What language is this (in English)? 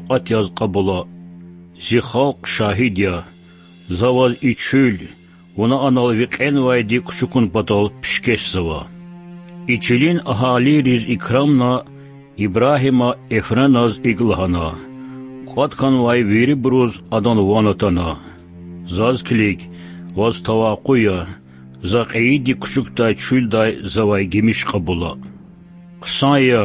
Lezghian